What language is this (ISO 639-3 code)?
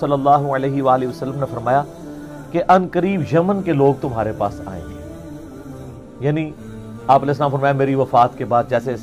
urd